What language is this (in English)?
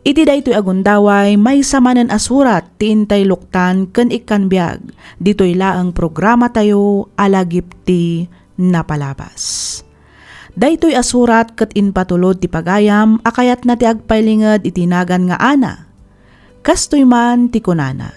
Iloko